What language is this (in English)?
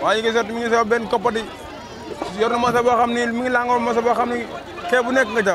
Wolof